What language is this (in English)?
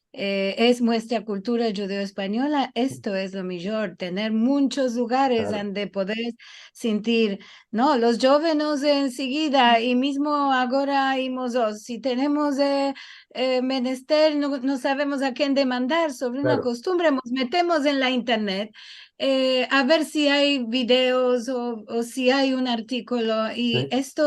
Ladino